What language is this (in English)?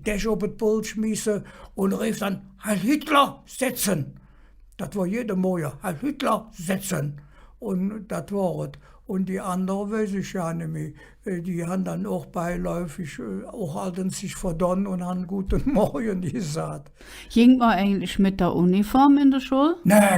Colognian